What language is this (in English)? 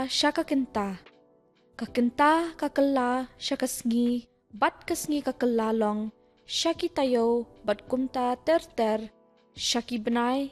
Khasi